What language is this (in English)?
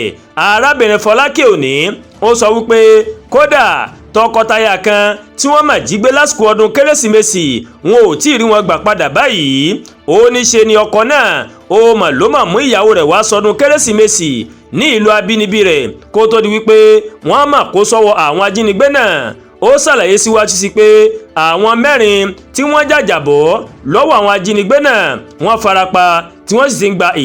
Yoruba